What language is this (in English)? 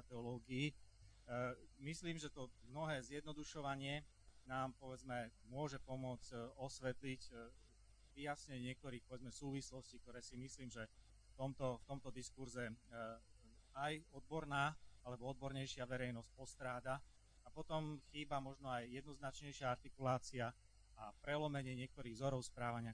Slovak